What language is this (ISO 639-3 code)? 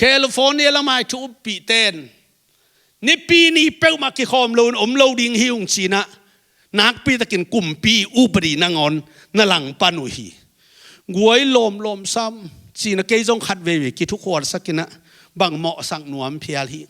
ctd